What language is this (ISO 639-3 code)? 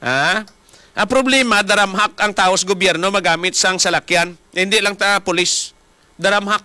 hil